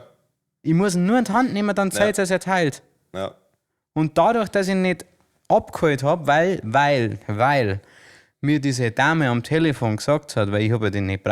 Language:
Bavarian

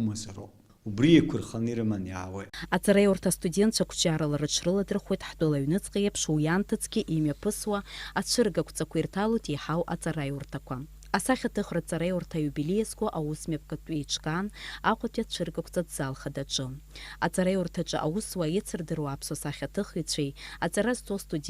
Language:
Abkhazian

